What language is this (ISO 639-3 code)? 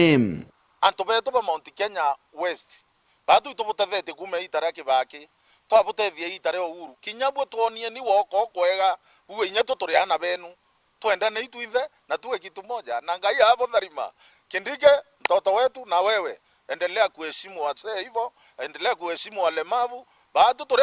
mer